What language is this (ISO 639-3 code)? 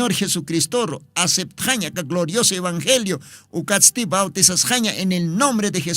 aym